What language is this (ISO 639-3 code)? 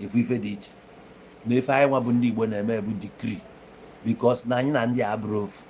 ibo